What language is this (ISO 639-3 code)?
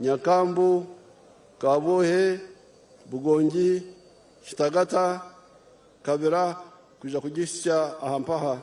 nyn